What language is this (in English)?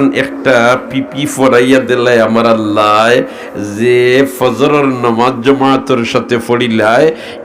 Sylheti